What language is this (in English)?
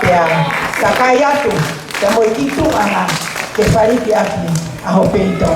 Tongan